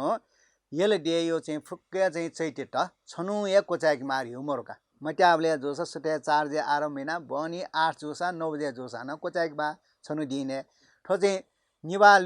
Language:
Newari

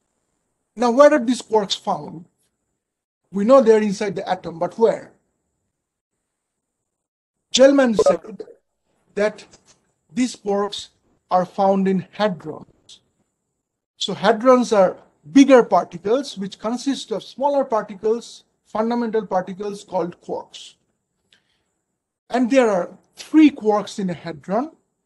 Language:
English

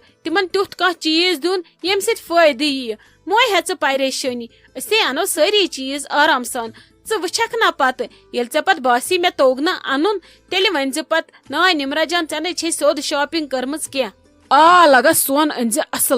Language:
Kashmiri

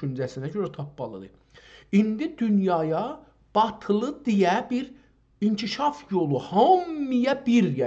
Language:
South Azerbaijani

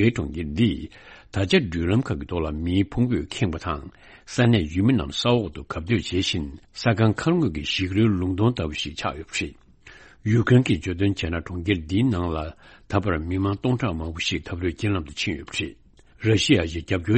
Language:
Tibetan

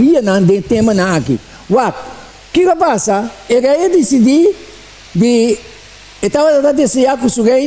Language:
Papiamento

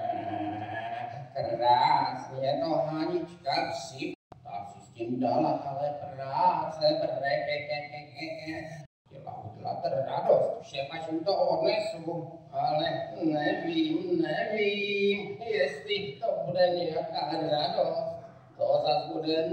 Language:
Czech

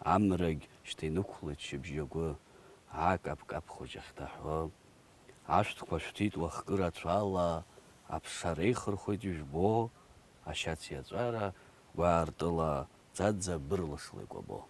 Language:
Abkhazian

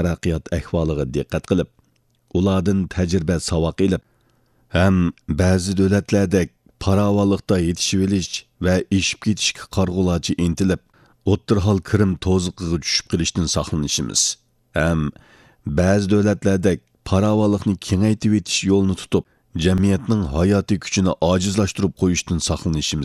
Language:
Uyghur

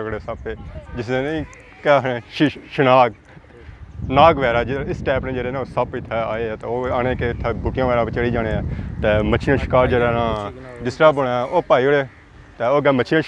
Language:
Pahari-Potwari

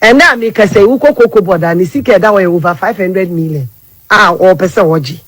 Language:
Akan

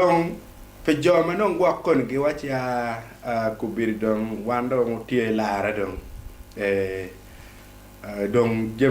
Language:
Acoli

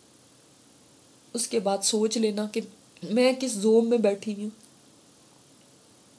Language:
Urdu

